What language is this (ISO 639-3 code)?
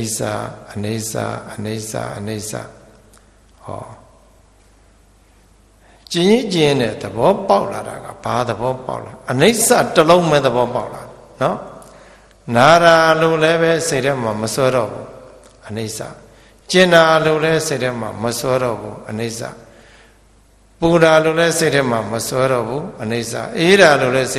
mya